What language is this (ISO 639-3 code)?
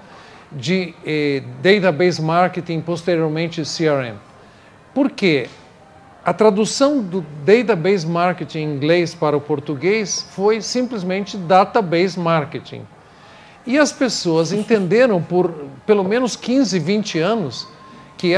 por